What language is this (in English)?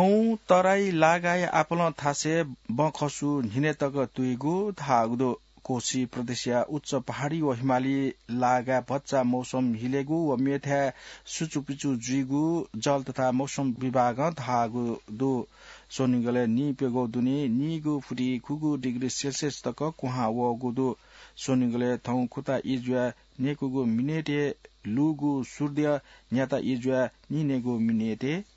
Newari